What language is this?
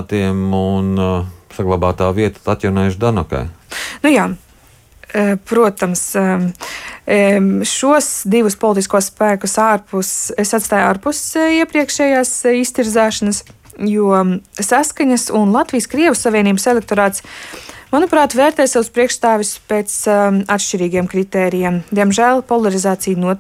Latvian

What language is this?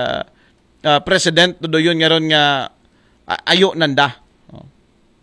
Aklanon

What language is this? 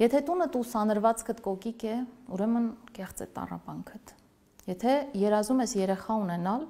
Armenian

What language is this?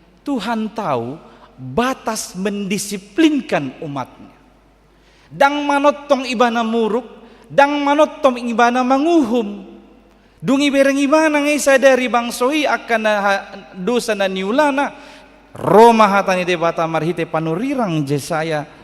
Batak Toba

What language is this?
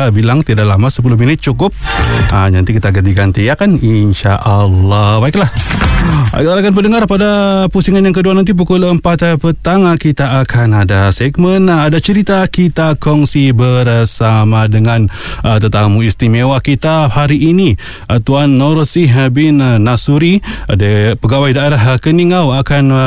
Malay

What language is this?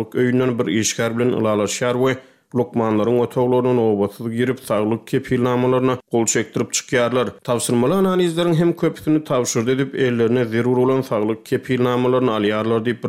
Turkmen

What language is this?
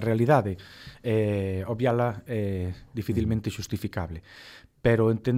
Galician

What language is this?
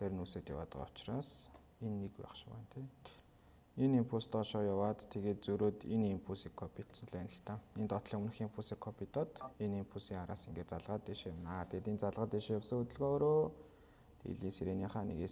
Mongolian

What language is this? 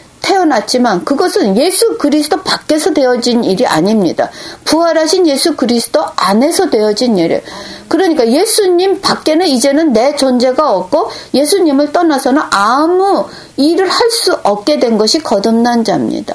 Korean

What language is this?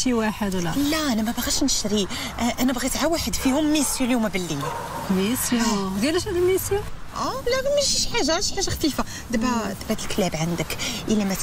Moroccan Arabic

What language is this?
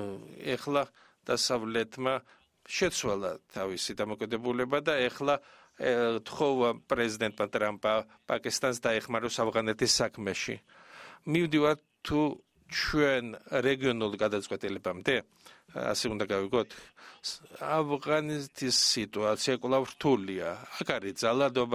Georgian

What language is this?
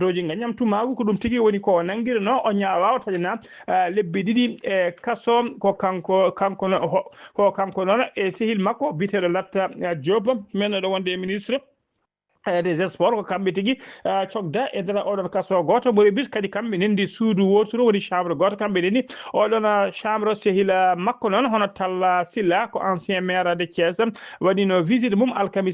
Fula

